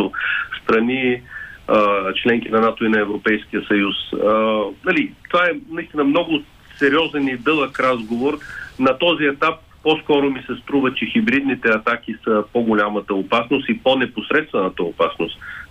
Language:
Bulgarian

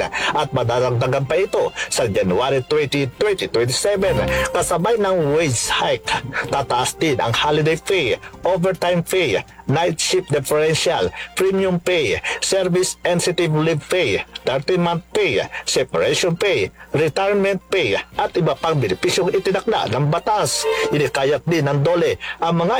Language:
Filipino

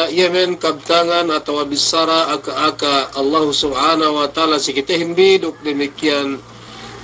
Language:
Yakan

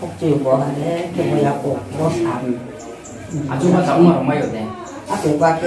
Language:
Riang (India)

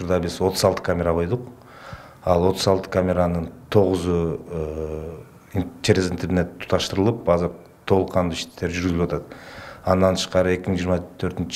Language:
Kyrgyz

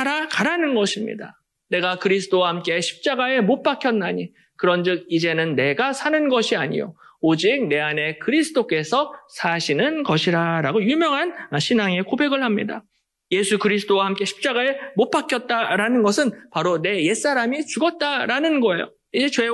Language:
Korean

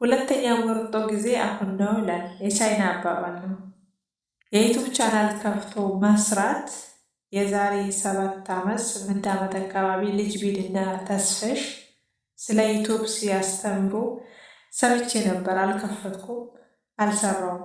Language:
Amharic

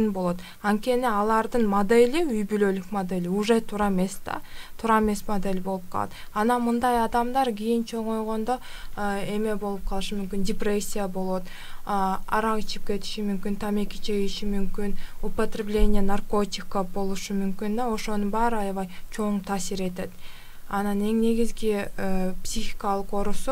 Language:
Kyrgyz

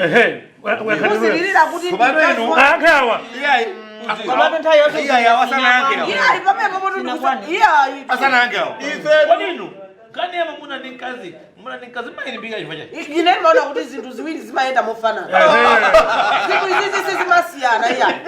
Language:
Nyanja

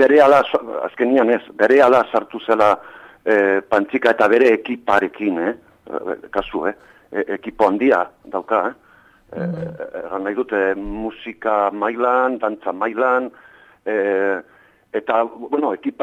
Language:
Basque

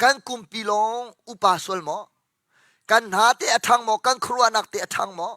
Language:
Hakha Chin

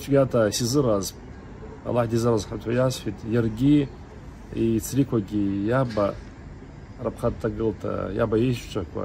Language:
Abkhazian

